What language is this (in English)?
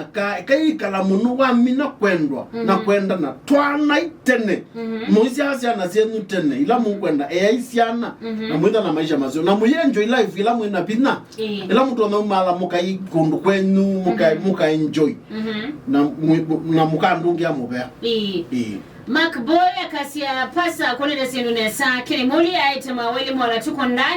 Kamba